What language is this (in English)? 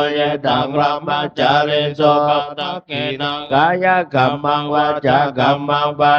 Pali